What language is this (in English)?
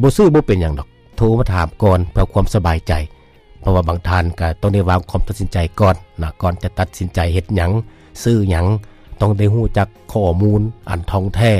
Lao